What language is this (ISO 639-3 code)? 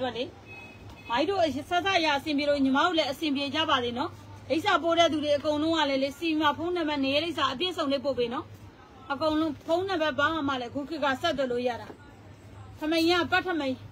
mya